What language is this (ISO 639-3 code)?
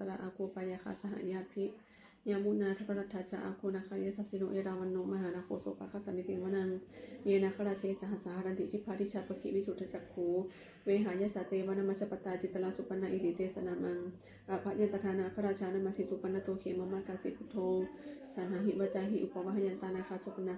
pli